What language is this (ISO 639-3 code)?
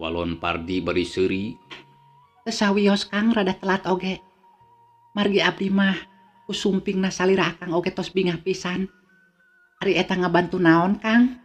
sun